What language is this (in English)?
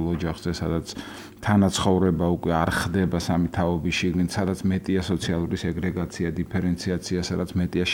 Georgian